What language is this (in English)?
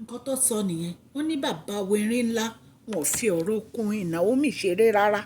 Yoruba